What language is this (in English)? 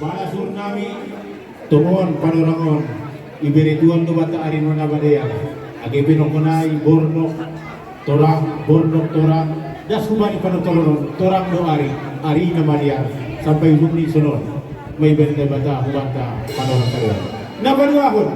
Batak Simalungun